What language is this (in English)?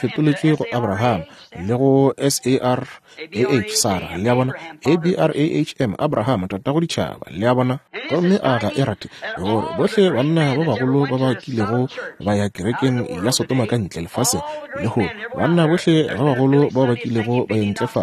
Northern Sotho